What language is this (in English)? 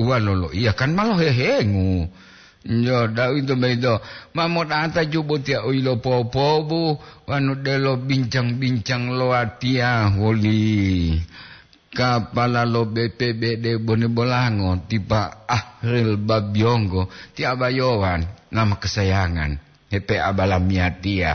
Gorontalo